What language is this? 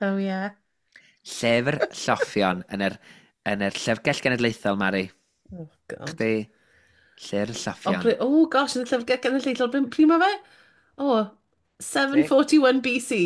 Welsh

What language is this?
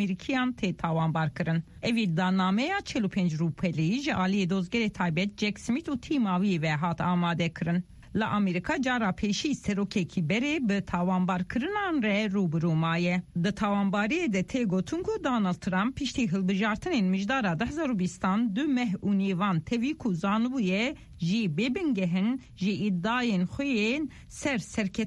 Kurdish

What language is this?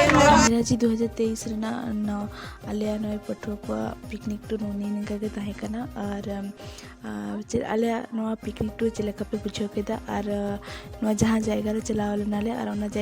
Santali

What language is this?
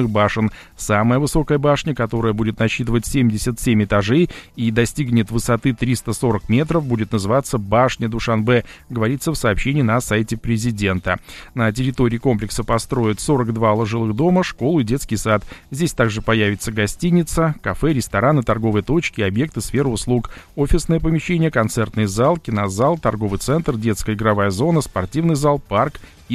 Russian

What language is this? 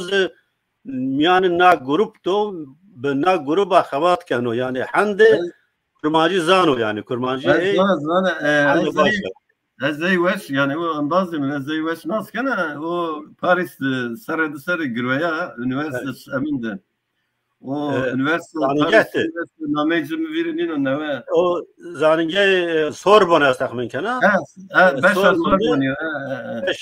Zaza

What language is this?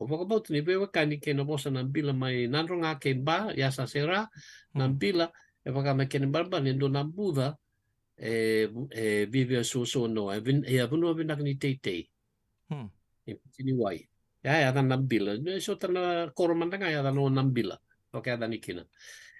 Fijian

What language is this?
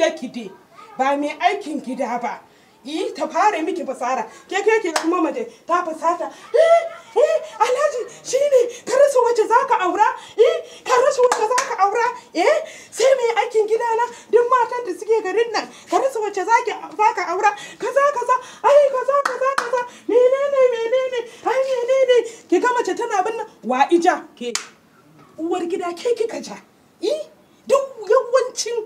Hausa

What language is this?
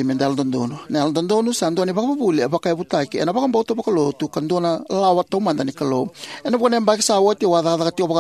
Fijian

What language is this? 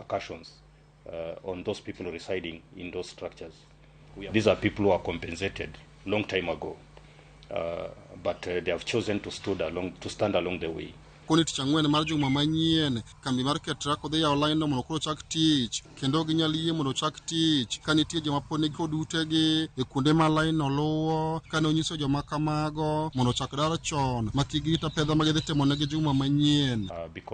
Luo (Kenya and Tanzania)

